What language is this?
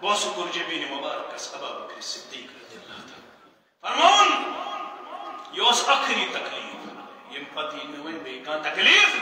Kashmiri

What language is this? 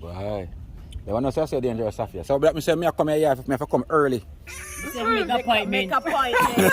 Jamaican Creole English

